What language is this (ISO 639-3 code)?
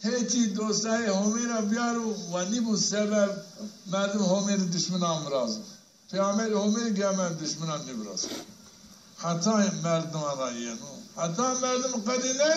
zza